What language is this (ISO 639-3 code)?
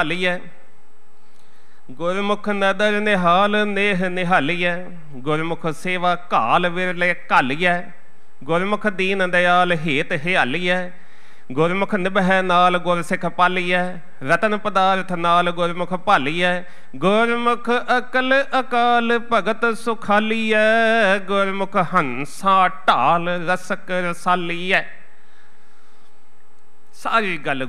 pan